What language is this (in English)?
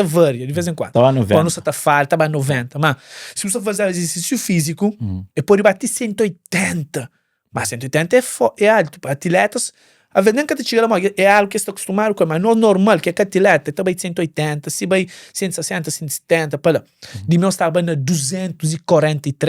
Kabuverdianu